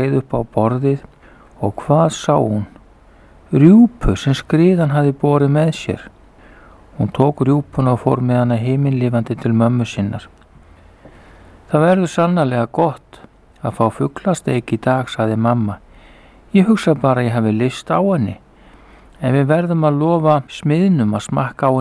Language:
Icelandic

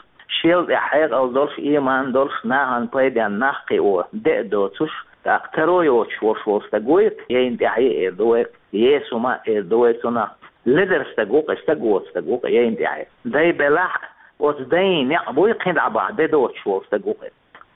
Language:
Chechen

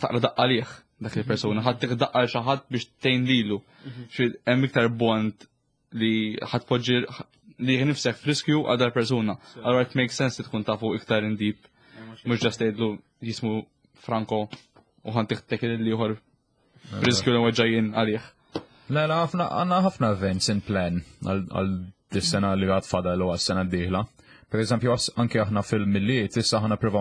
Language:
Maltese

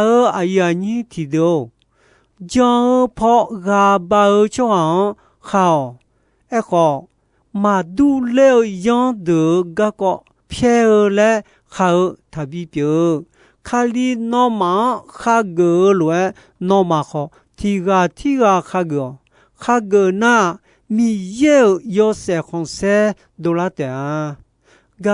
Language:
Akha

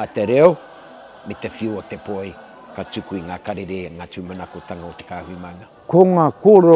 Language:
Māori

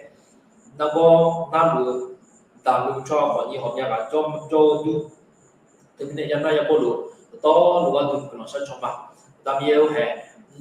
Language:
Akha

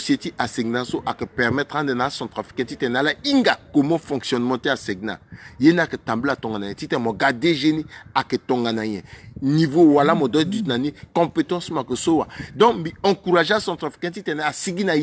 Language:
Sango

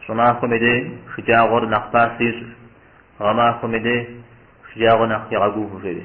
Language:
Kabardian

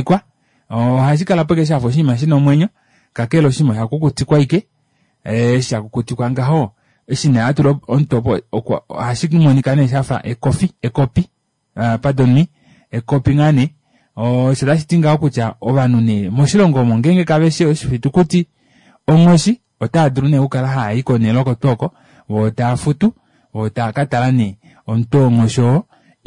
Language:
Kuanyama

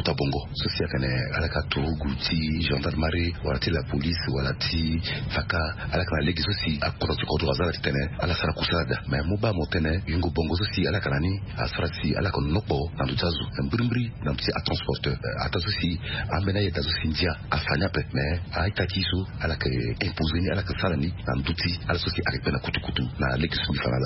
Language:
Sango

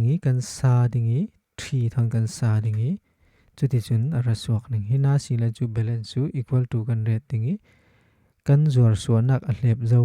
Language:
Falam Chin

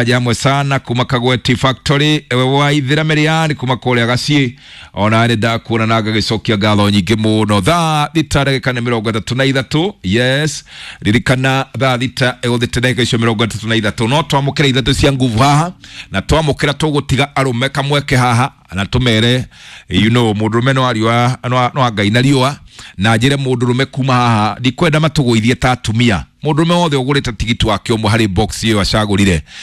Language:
Kikuyu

